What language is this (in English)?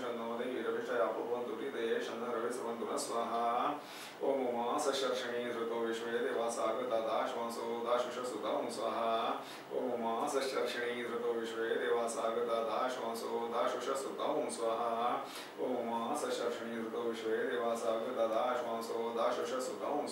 Sanskrit